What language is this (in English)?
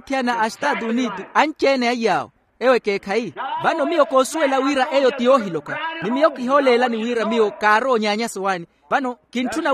Makhuwa